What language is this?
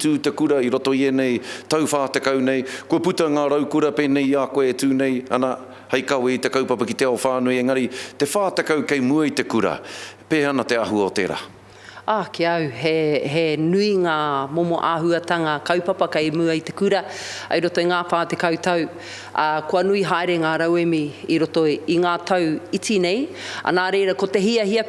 Māori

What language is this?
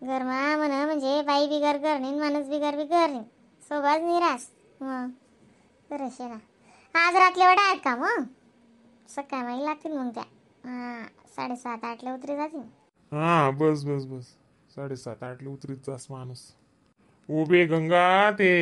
Khandesi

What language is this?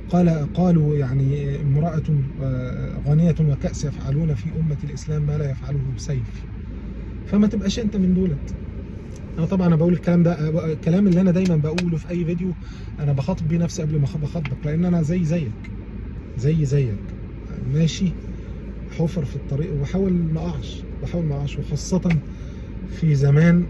Egyptian Arabic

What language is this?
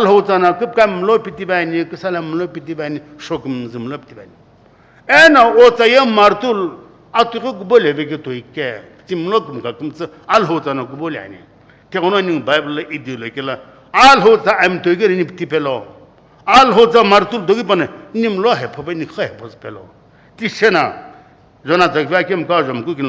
Sumi Naga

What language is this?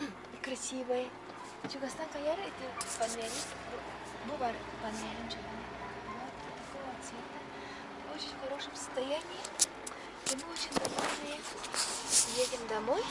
Yakut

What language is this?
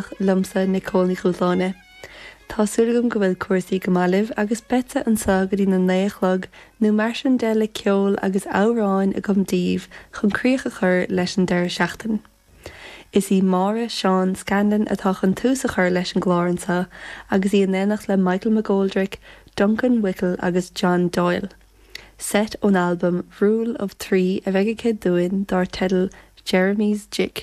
Irish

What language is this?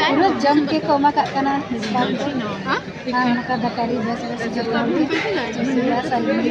Santali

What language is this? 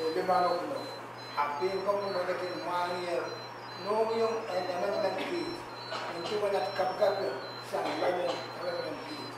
Pohnpeian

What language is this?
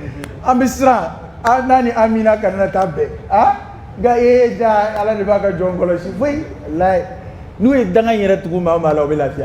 Dyula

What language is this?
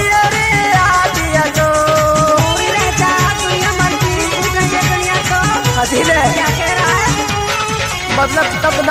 Haryanvi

